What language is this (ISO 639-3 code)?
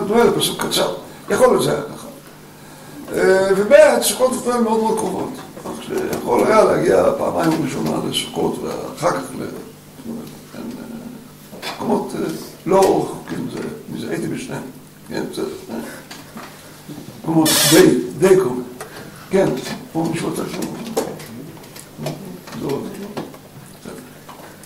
heb